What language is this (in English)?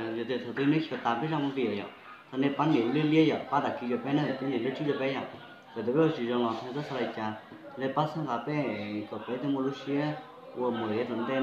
Hmong